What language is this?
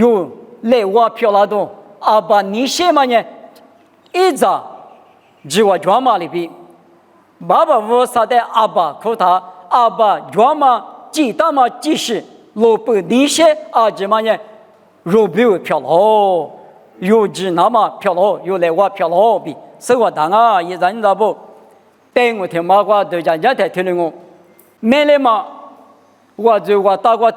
Lisu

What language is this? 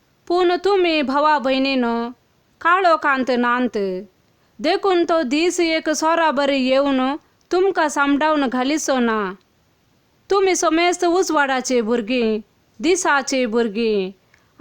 Konkani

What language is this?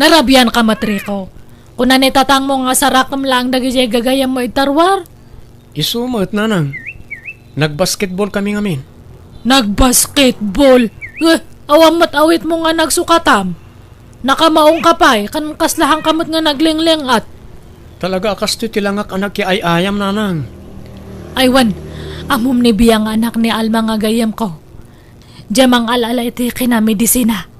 Iloko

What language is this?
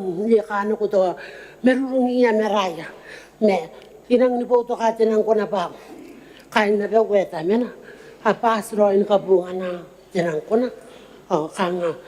Gilbertese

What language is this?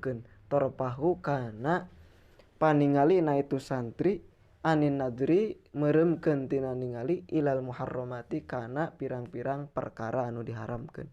Sundanese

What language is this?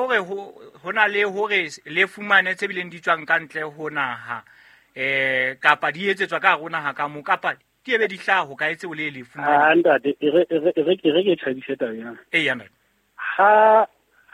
Southern Sotho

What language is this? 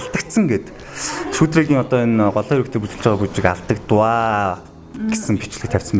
Mongolian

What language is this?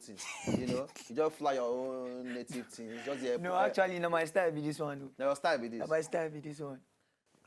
Nigerian Pidgin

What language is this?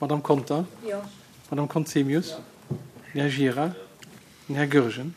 Luxembourgish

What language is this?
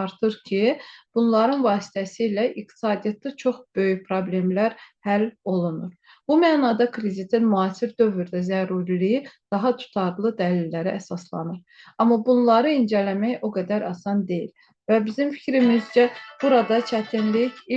Azerbaijani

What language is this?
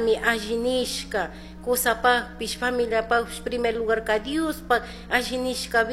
Chimborazo Highland Quichua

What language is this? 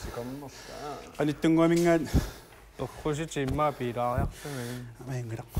Kalaallisut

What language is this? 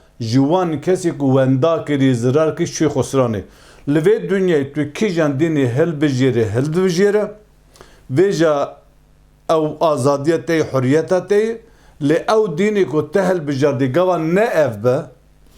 Kurdish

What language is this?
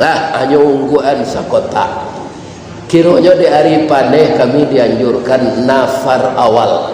Minangkabau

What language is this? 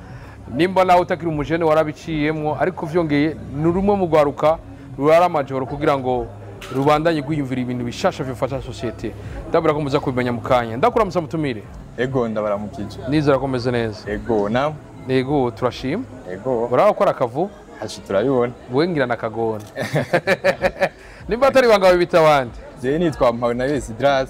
Rundi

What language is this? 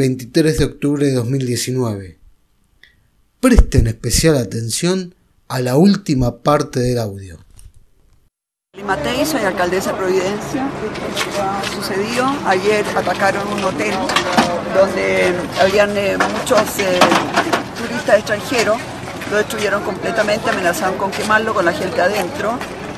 Spanish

